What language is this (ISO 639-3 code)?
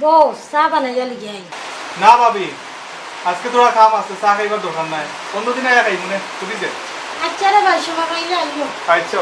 syl